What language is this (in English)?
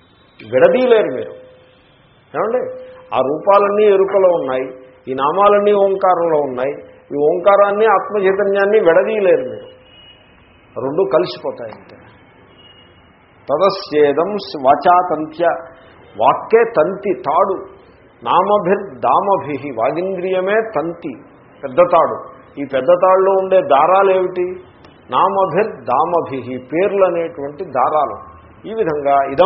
Telugu